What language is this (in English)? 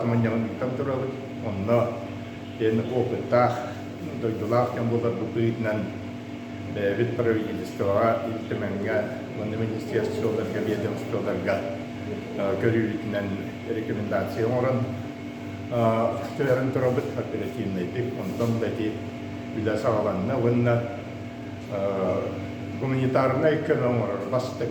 Yakut